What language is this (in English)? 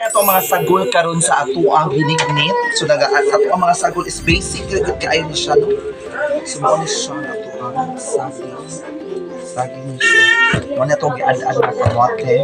Cebuano